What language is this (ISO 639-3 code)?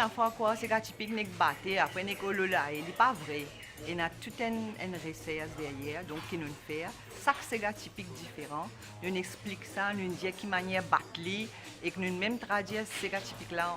mfe